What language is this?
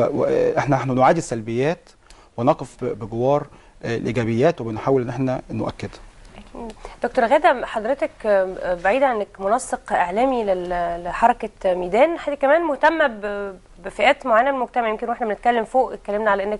Egyptian Arabic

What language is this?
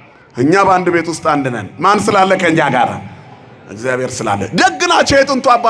Amharic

